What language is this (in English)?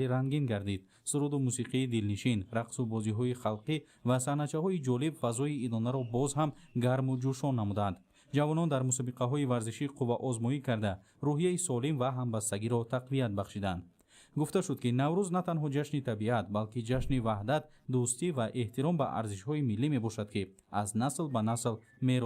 Tajik